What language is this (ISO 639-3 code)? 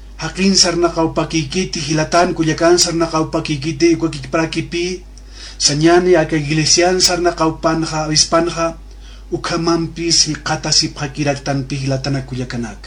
aym